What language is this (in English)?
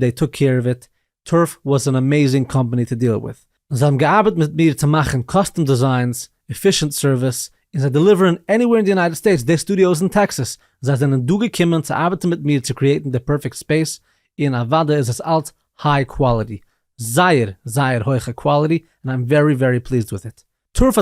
Yiddish